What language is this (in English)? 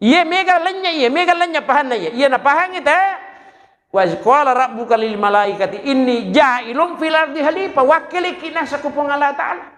Buginese